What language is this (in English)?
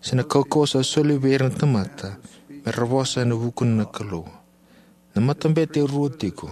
Fijian